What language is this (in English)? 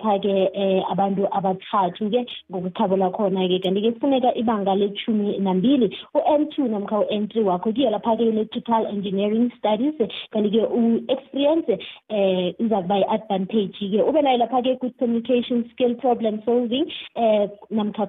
South Ndebele